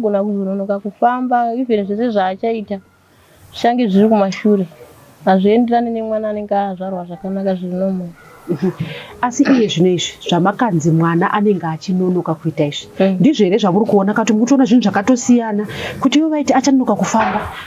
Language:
Shona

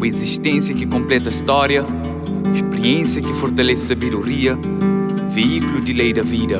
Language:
Kabuverdianu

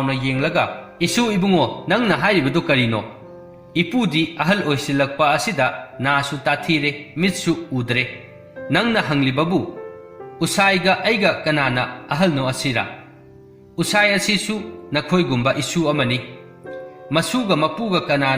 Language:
Manipuri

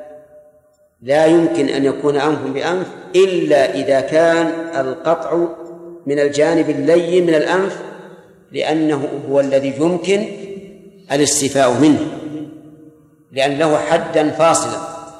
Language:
Arabic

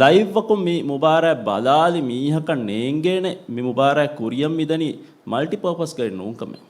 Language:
Divehi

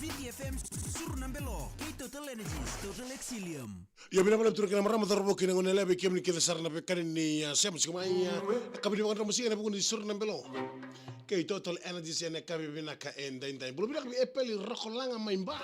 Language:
Fijian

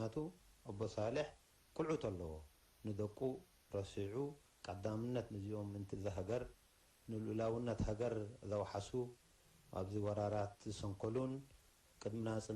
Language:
Tigrinya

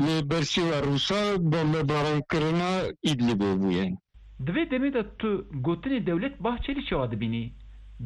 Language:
Kurdish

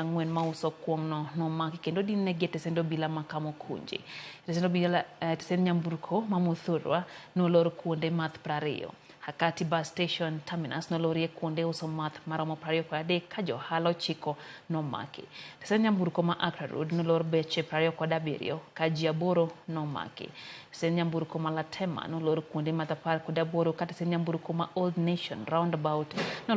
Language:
Luo (Kenya and Tanzania)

